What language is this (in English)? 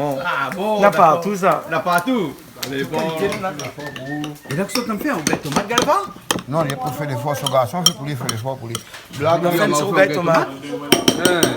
Réunion Creole French